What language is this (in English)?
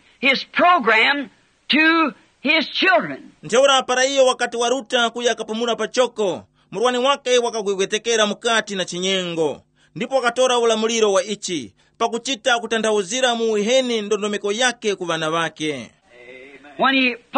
Tumbuka